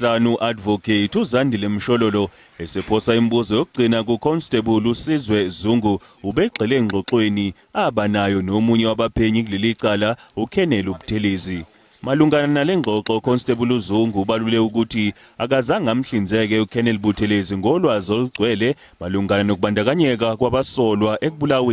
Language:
Zulu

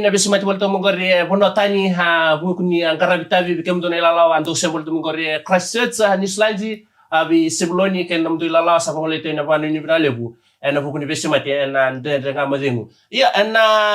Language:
Fijian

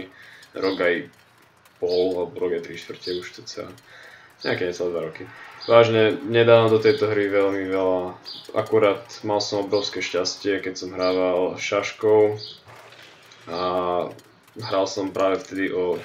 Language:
Slovak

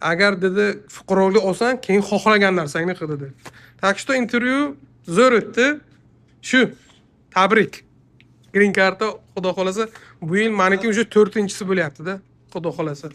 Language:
Uzbek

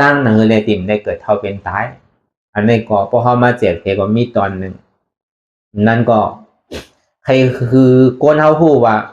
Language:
Shan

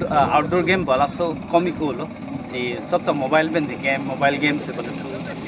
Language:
Karbi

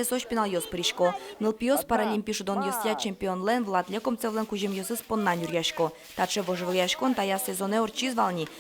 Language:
Udmurt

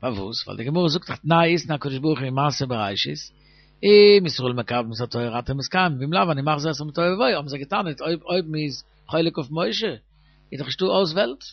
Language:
Yiddish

